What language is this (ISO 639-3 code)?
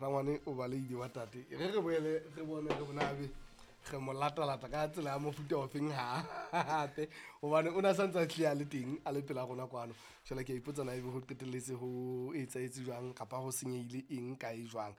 sot